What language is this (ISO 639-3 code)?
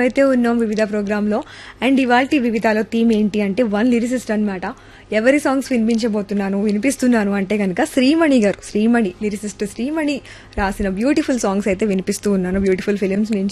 tel